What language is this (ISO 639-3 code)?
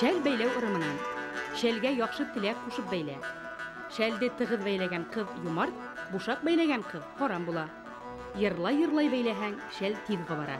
bak